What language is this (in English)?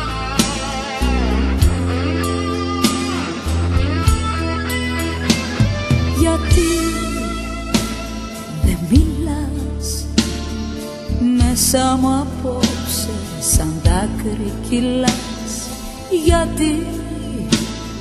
Greek